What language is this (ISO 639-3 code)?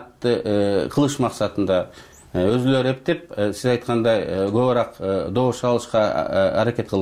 kir